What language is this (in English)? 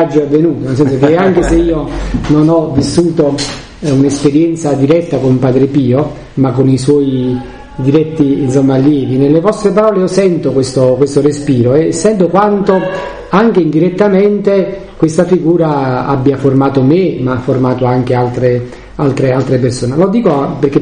Italian